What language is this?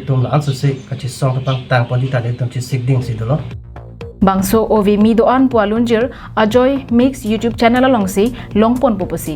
Karbi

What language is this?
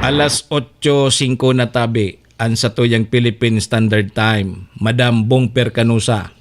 Bikol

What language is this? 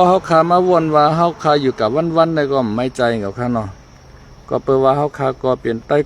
Shan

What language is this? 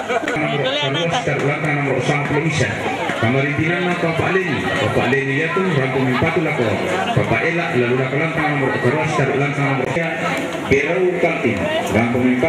Toraja-Sa'dan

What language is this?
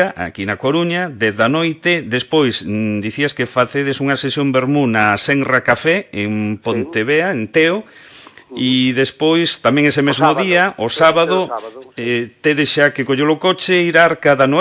Galician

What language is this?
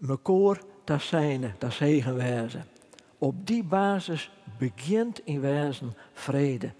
Western Frisian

